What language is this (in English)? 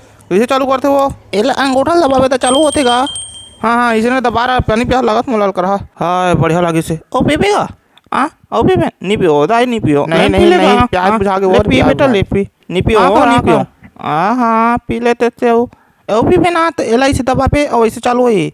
Chhattisgarhi